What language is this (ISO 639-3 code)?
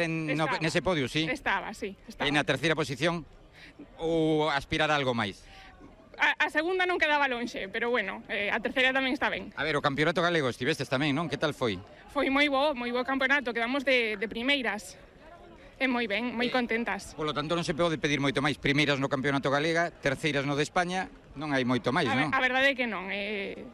glg